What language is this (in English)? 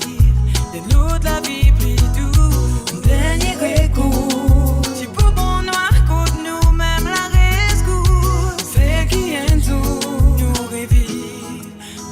Morisyen